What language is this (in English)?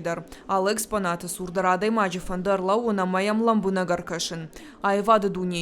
Ossetic